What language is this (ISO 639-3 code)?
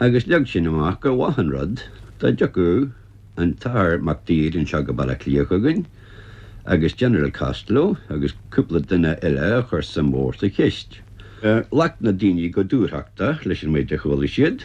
gle